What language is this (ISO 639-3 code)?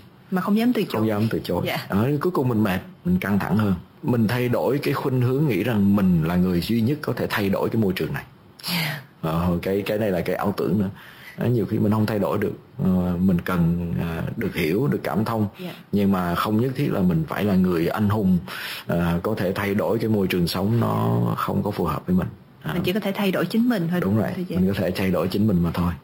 vie